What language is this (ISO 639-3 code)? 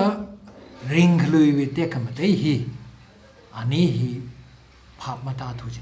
nmf